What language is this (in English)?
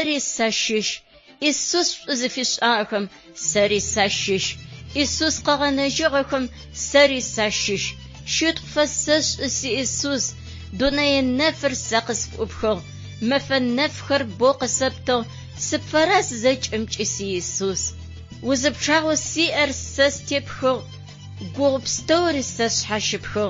Adyghe